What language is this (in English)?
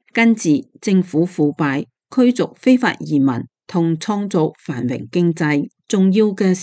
Cantonese